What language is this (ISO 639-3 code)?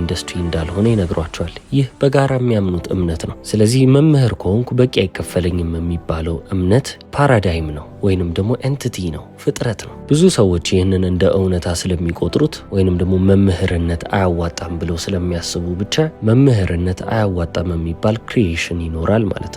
amh